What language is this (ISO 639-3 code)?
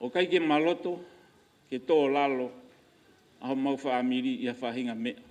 ton